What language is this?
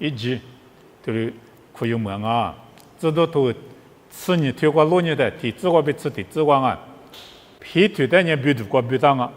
Lisu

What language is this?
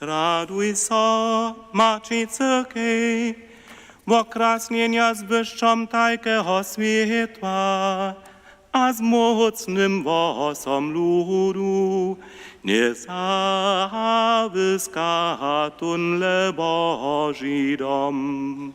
Upper Sorbian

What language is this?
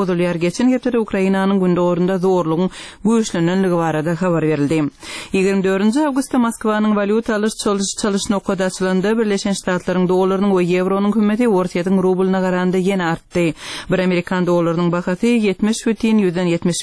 Turkmen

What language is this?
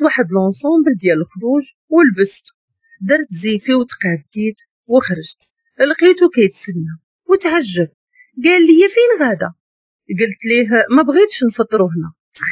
Moroccan Arabic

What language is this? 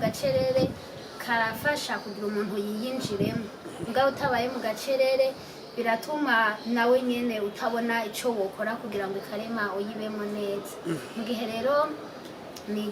Rundi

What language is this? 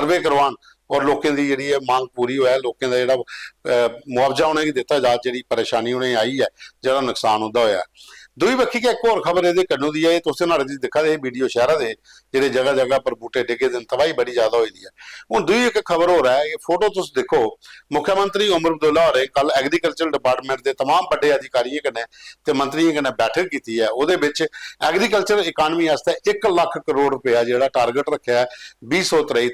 Dogri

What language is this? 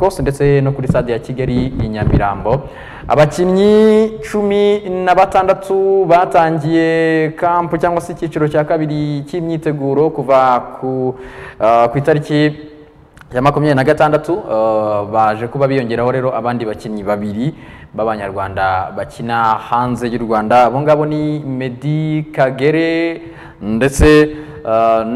Kinyarwanda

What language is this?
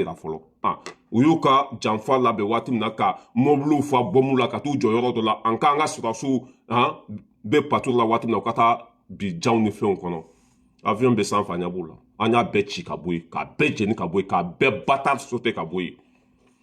Bambara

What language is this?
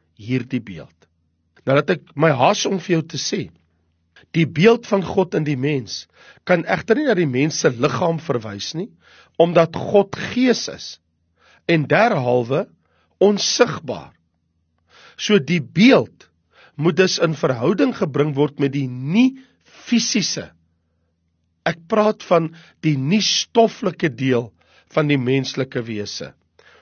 Afrikaans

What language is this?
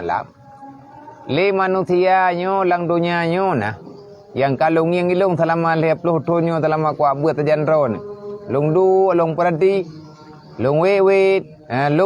Achinese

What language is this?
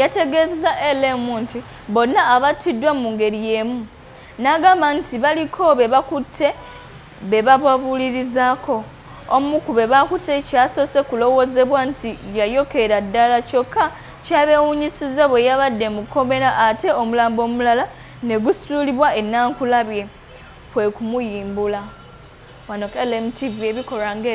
Ganda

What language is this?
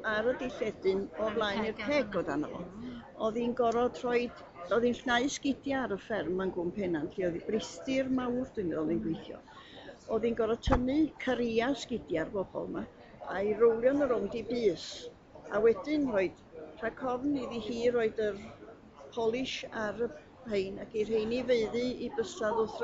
Welsh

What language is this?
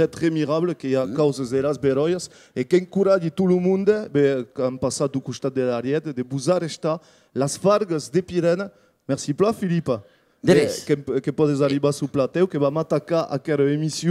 Occitan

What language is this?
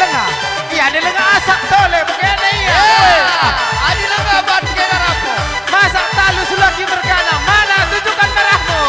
Batak Karo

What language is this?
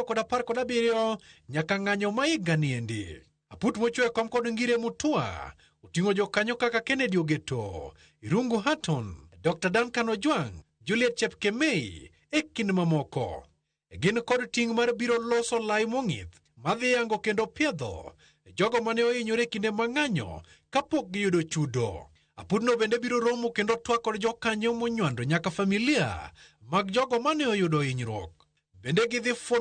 Luo (Kenya and Tanzania)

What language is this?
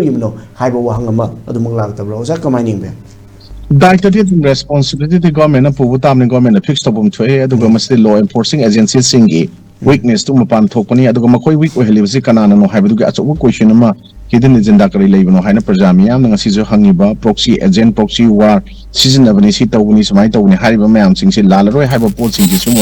Manipuri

